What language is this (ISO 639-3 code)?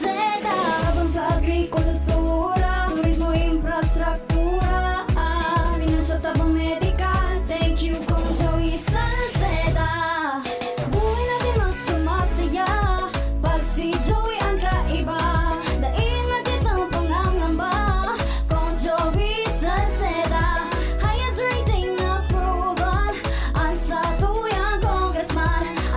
bik